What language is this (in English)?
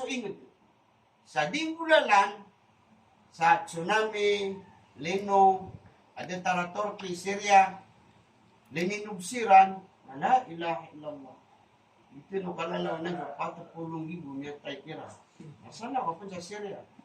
Maranao